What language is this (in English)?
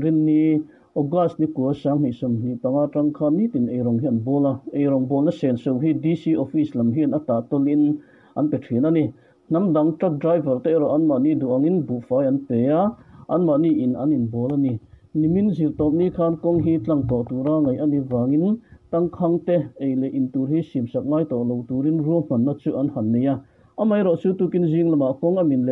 Mizo